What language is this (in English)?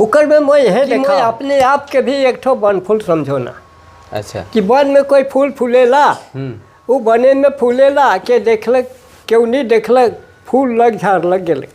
Sadri